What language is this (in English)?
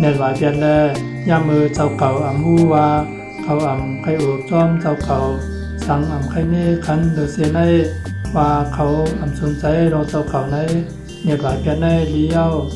Shan